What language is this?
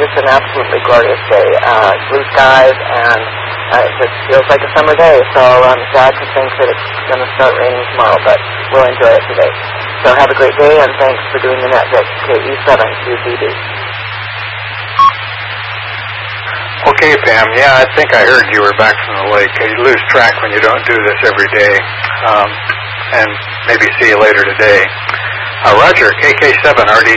English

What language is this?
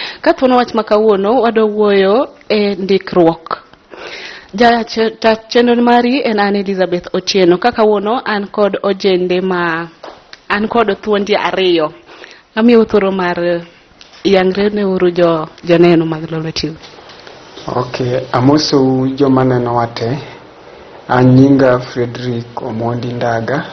Luo (Kenya and Tanzania)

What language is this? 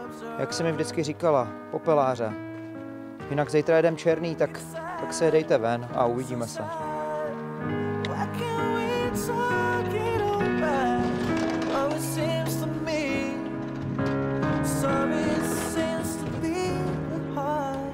Czech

